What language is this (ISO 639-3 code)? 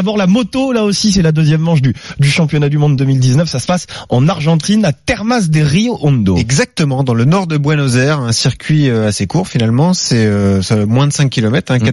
fra